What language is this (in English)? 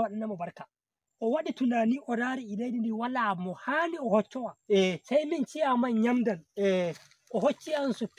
Nigerian Fulfulde